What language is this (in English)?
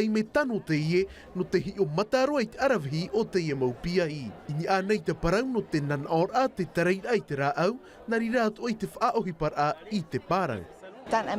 Tahitian